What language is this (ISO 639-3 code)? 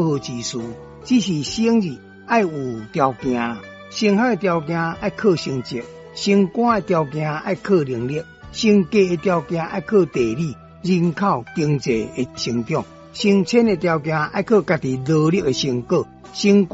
nan